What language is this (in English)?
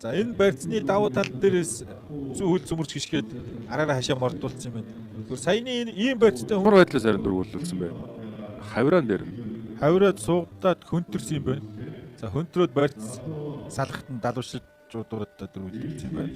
Mongolian